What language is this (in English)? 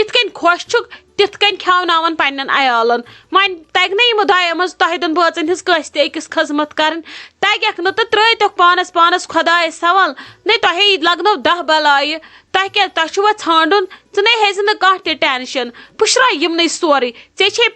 Kashmiri